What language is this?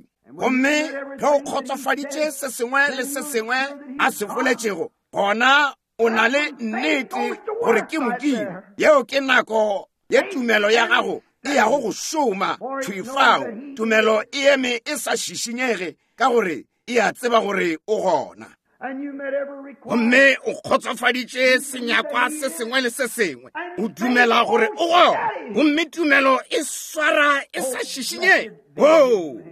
Northern Sotho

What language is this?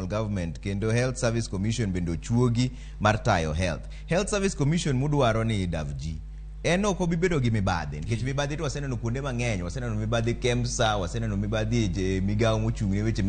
Luo (Kenya and Tanzania)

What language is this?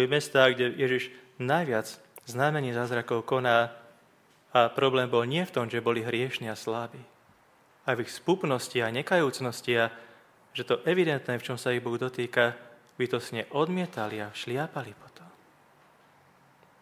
Slovak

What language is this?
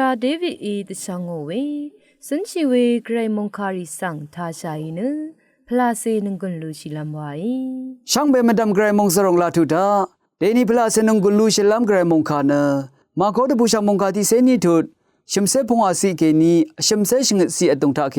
Rawang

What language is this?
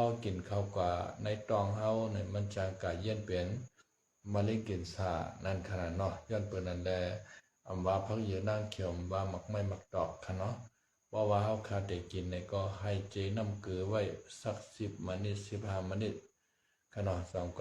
Shan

